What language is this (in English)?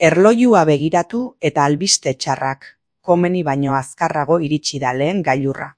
Basque